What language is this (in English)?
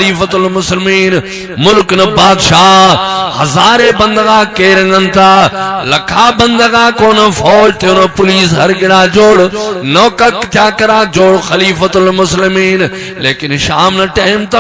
Brahui